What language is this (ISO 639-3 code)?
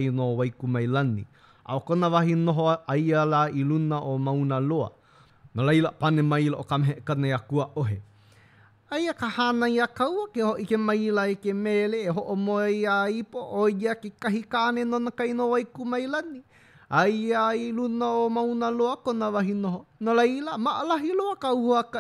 haw